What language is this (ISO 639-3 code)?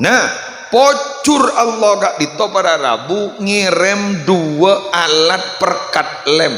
mad